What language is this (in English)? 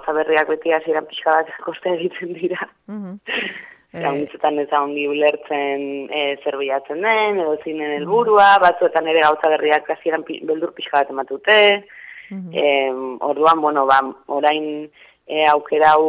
Basque